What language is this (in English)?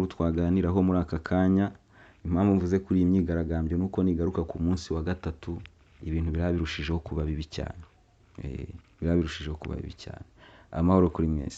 Kinyarwanda